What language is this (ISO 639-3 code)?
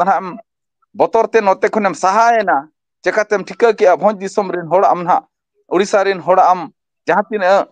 sat